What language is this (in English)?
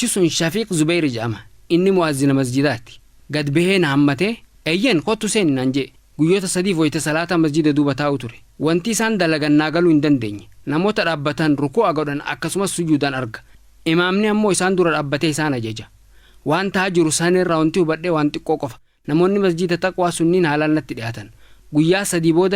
Oromo